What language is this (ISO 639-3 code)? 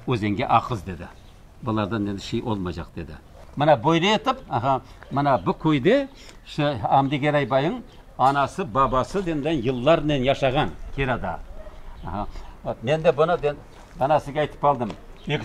crh